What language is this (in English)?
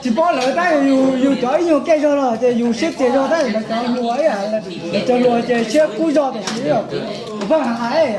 Hmong